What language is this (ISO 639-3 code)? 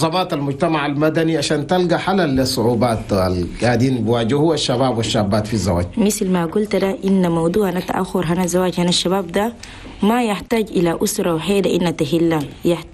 shu